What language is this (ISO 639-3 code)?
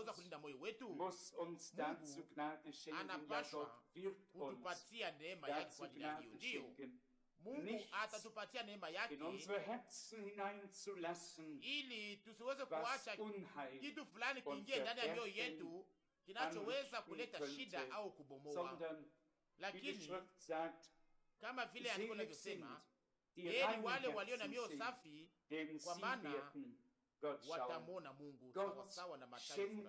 swa